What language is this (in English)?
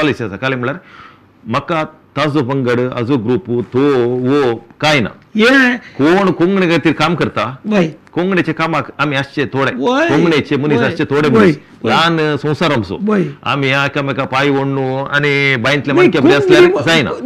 Konkani